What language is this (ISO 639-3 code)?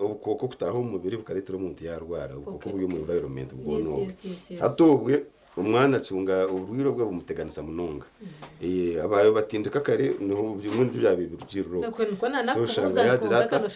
nyn